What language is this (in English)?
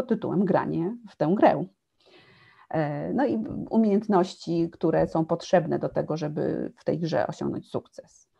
Polish